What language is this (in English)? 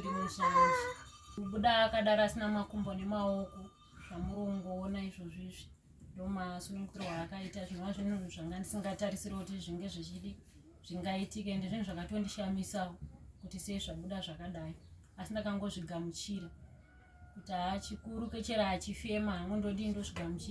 Shona